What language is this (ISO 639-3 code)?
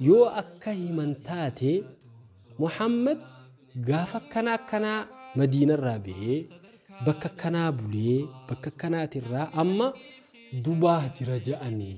orm